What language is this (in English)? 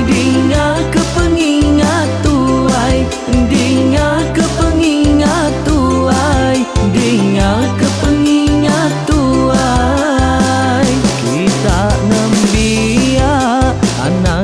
Iban